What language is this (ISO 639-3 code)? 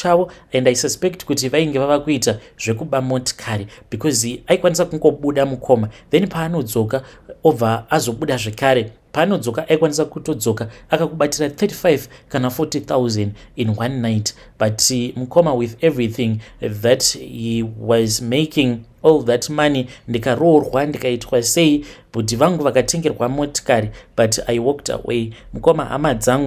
sna